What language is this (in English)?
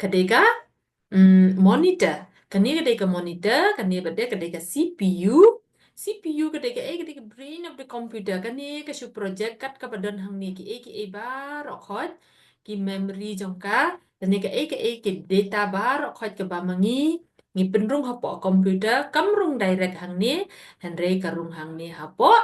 Khasi